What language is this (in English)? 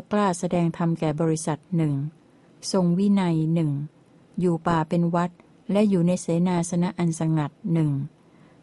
Thai